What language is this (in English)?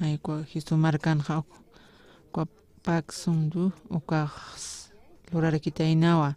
Aymara